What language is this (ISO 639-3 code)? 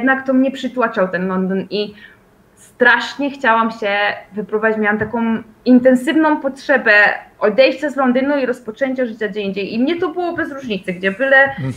pol